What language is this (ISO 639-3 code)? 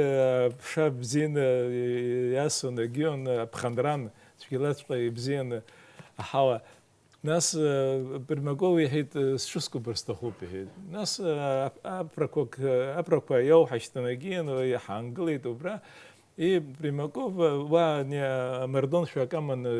abk